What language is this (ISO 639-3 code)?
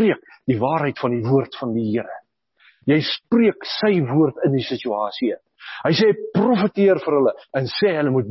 afr